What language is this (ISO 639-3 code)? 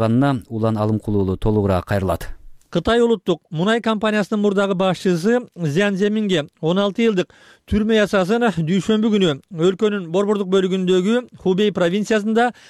kir